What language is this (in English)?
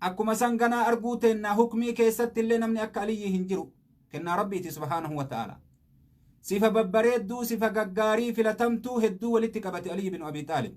Oromo